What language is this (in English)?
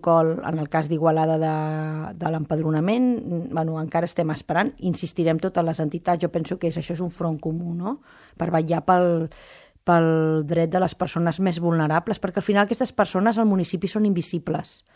Catalan